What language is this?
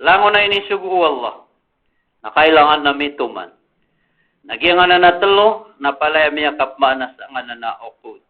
Maranao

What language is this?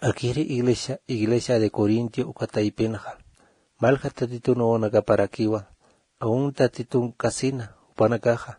Aymara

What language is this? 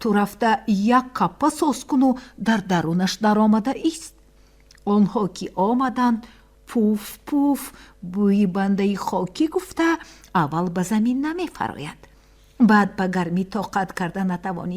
Tajik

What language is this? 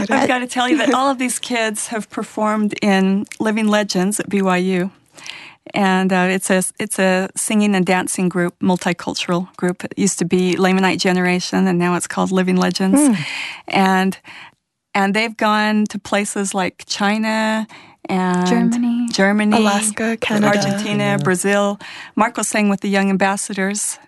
English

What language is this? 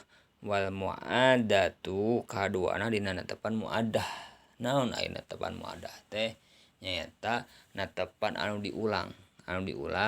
Sundanese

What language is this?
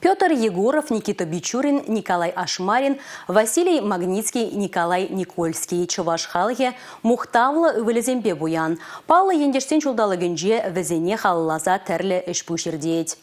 Chuvash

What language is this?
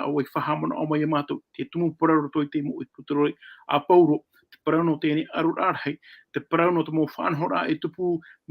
Tahitian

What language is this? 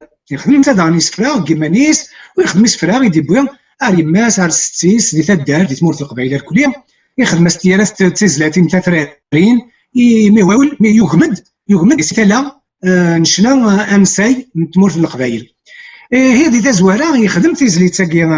Kabyle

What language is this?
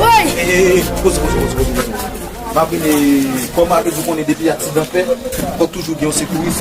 Haitian Creole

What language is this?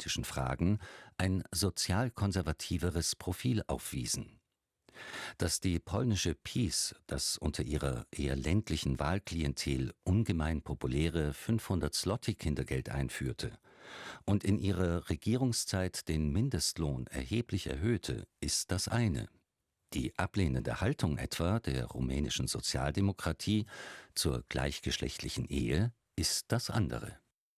German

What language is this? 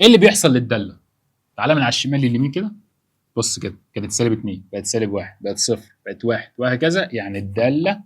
Egyptian Arabic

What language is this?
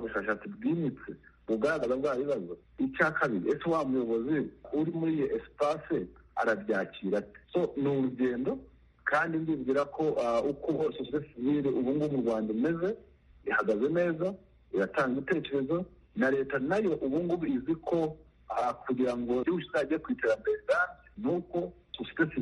Kinyarwanda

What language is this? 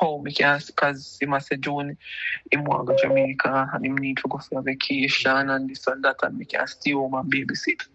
Jamaican Creole English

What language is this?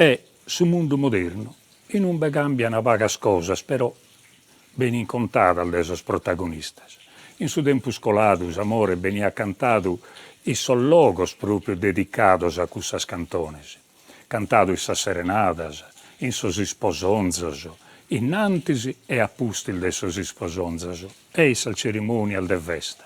Sardinian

